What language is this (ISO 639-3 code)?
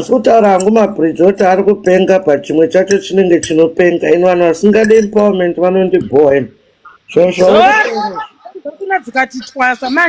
sna